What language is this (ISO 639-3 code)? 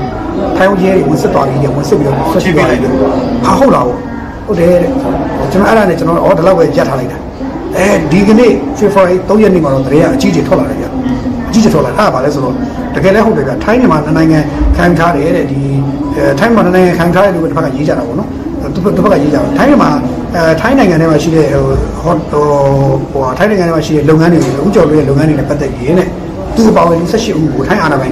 mya